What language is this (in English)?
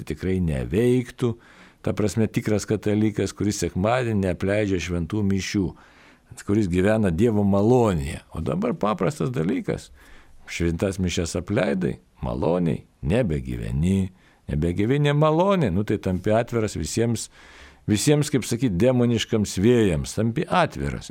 Lithuanian